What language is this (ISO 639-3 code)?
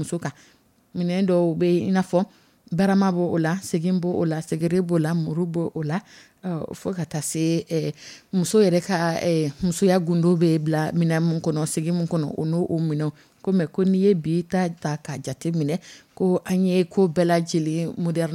dyu